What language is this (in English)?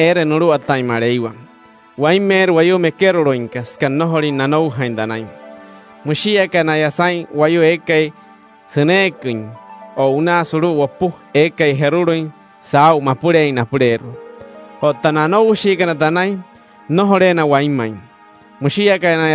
Wayuu